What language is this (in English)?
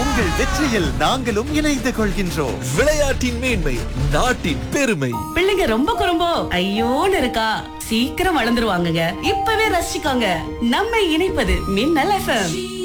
Tamil